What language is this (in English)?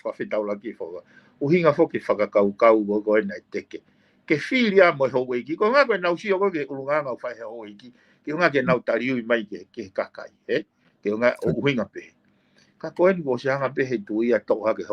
Tongan